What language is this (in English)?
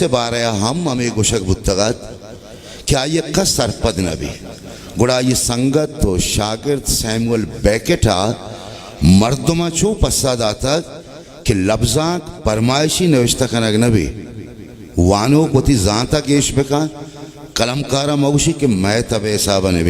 Baluchi